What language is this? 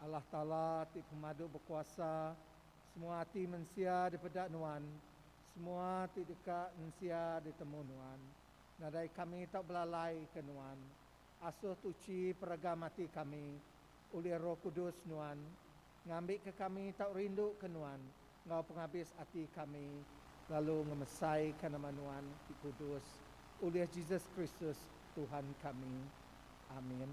Iban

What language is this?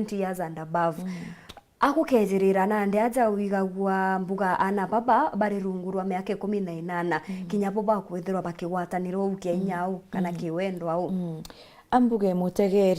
Meru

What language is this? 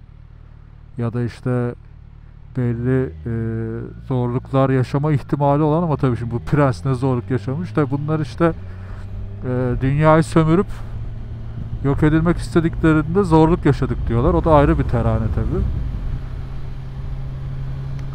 Turkish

